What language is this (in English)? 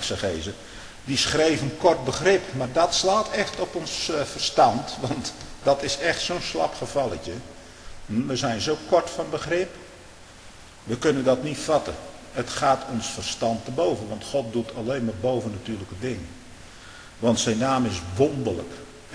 Dutch